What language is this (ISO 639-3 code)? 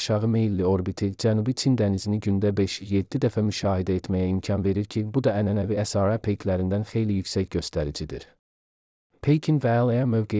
aze